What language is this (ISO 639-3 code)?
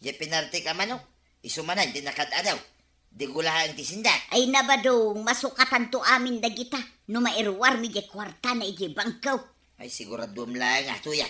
ilo